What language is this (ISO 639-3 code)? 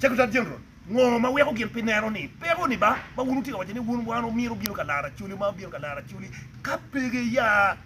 ach